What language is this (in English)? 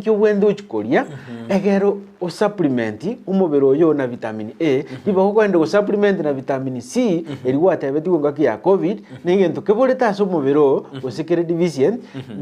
Gusii